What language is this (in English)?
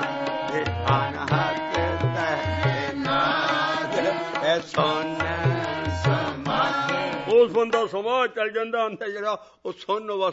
Punjabi